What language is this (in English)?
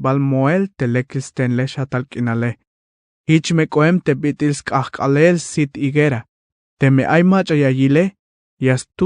Tzeltal